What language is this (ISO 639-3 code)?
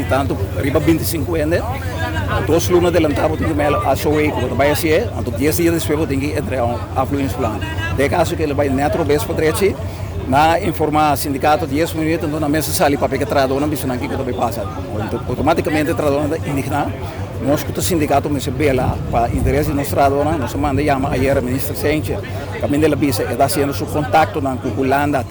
pap